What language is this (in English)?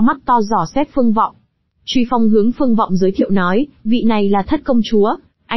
Vietnamese